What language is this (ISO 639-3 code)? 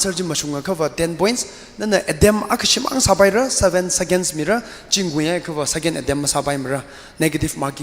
nmf